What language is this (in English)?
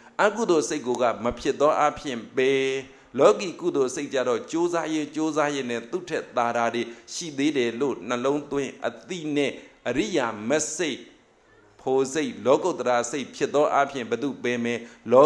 Burmese